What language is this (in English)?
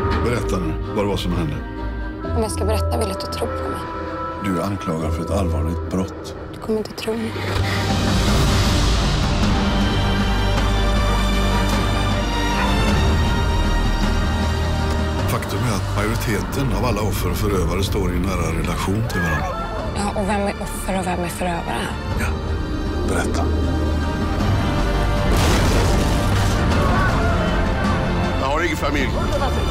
Swedish